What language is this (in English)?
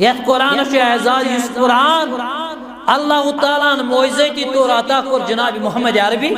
Kashmiri